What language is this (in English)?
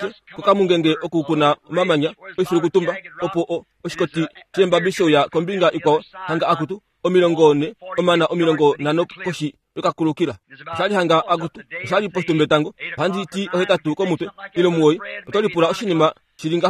Kuanyama